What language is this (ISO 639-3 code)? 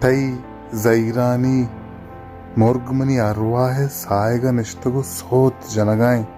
bal